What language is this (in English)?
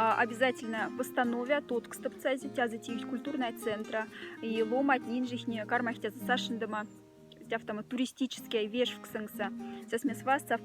Moksha